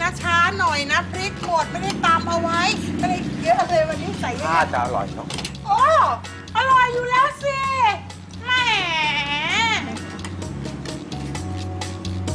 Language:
Thai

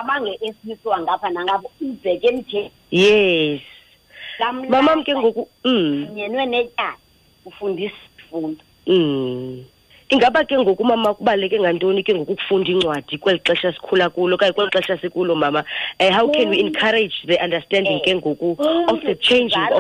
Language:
Xhosa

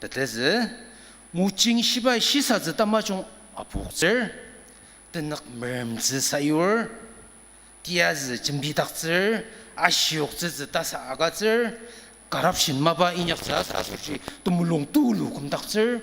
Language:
Ao Naga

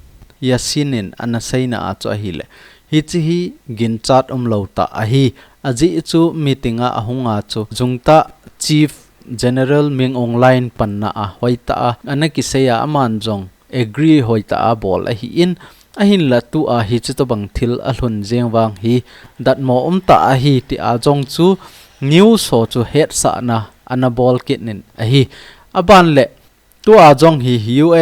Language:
Thado Chin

